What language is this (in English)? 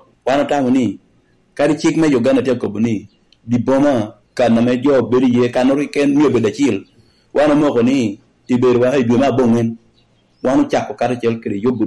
Lango (Uganda)